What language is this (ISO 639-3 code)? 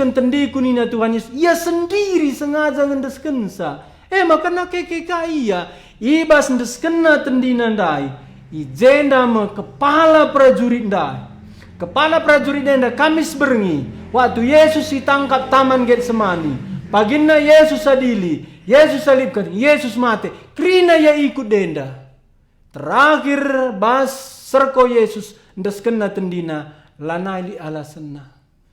btx